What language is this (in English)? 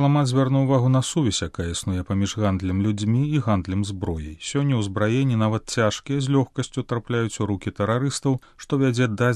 Belarusian